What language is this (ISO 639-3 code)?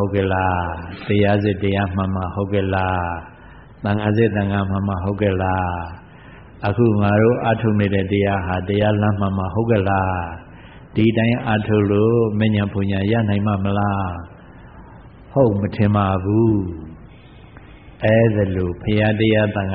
mya